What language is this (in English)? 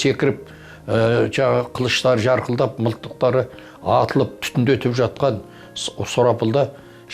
Kazakh